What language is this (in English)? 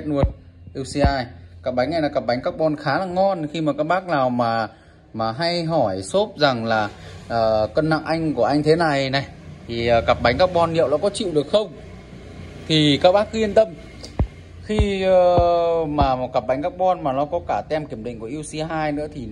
Vietnamese